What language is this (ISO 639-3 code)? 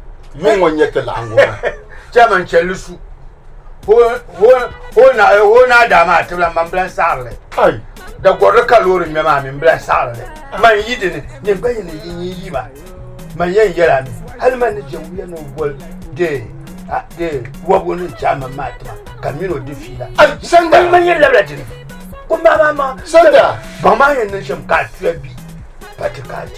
dag